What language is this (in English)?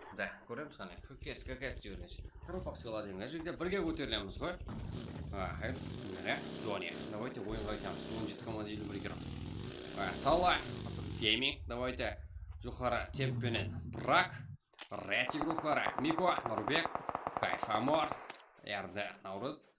Kara-Kalpak